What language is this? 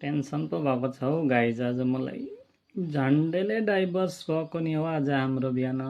Nepali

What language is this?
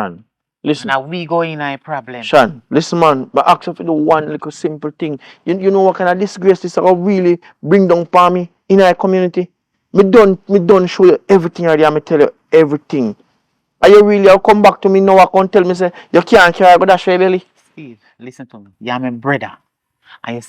Jamaican Creole English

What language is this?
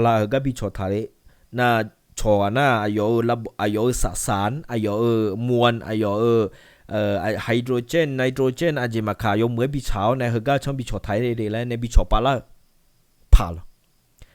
Akha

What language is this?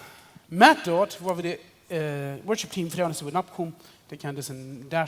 Plautdietsch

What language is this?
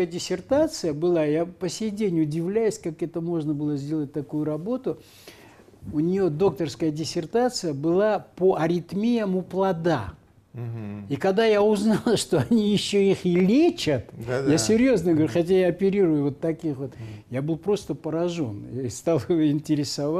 Russian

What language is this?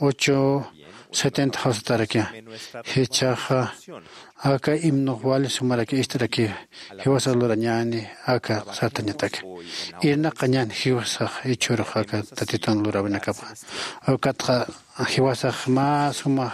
Aymara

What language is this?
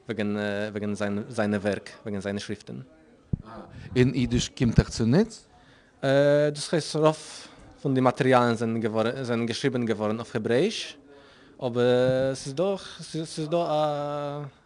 Yiddish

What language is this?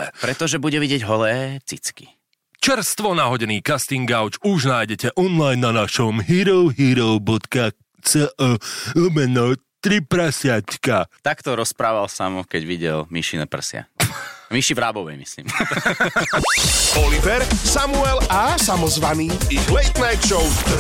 Slovak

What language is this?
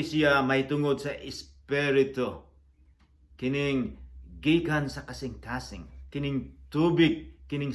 Cebuano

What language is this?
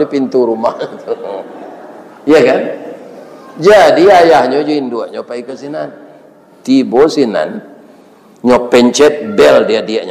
Minangkabau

